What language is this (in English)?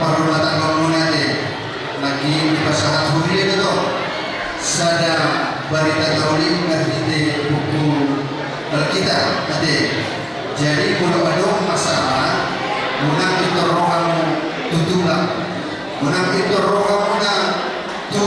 Batak Toba